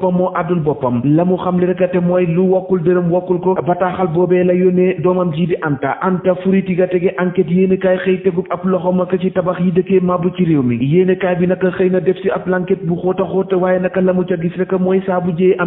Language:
Wolof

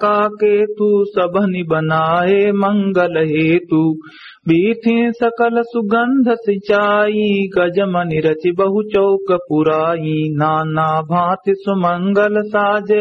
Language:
Awadhi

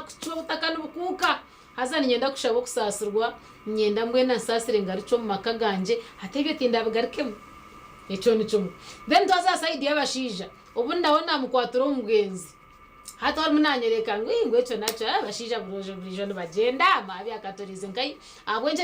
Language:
Nyankole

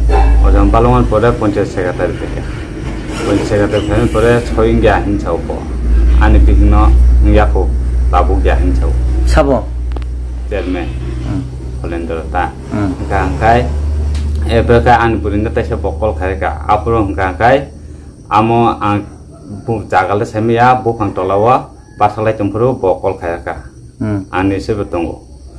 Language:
Kok Borok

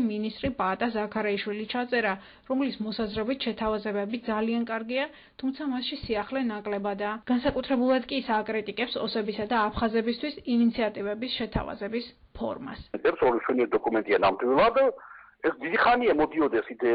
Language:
Georgian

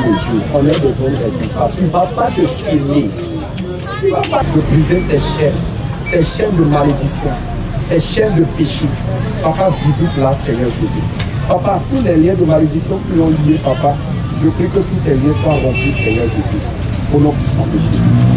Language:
French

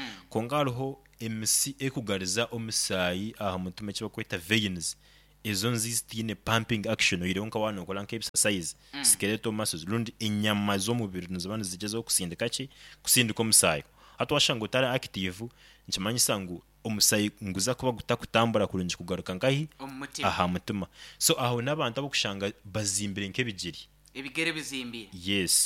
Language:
Nyoro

